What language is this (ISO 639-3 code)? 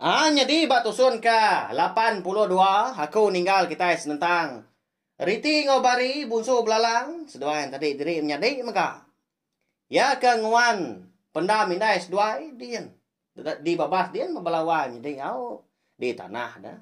iba